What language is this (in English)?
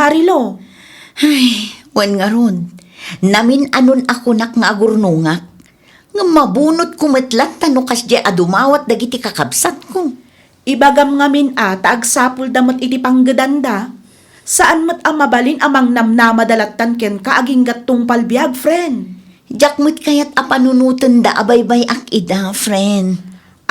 Iloko